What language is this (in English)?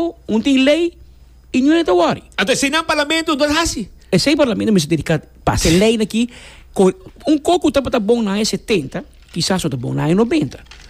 Papiamento